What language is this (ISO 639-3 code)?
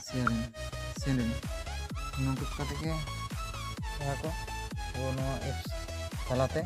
sat